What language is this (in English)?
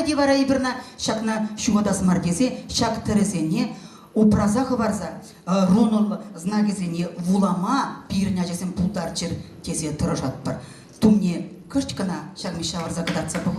Chuvash